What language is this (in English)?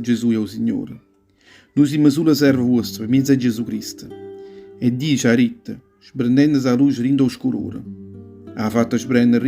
Neapolitan